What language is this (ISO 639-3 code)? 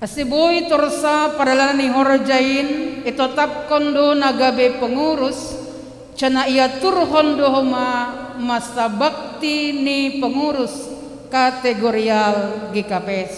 bts